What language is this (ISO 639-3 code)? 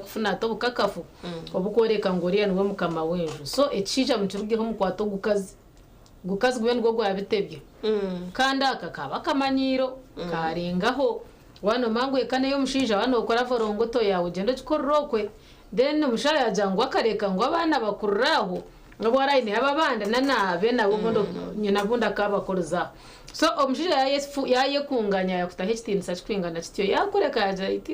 nyn